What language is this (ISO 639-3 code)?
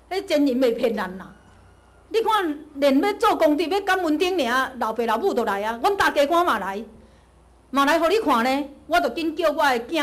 nan